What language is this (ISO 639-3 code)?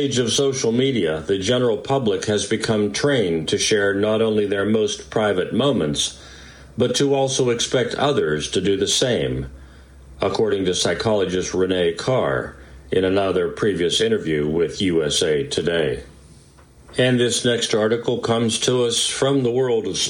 eng